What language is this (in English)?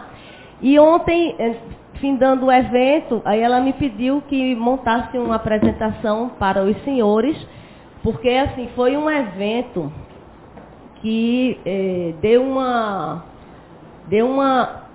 Portuguese